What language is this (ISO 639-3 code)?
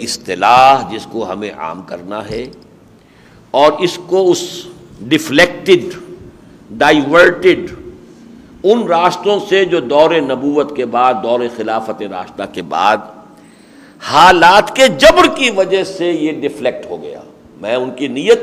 urd